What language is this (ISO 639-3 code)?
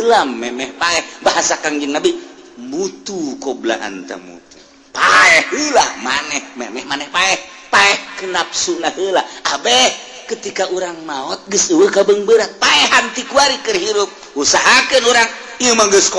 sun